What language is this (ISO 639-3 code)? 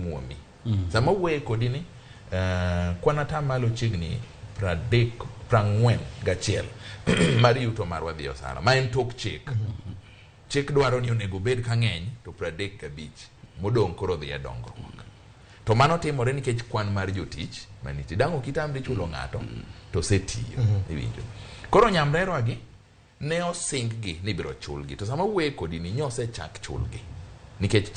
luo